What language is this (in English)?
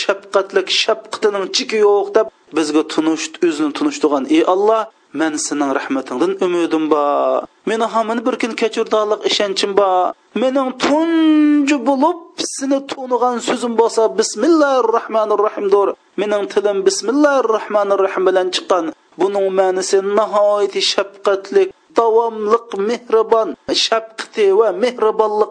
Uyghur